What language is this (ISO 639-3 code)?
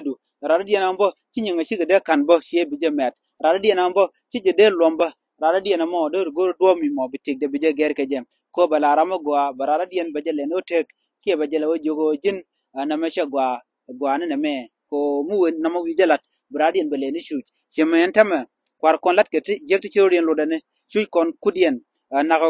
nus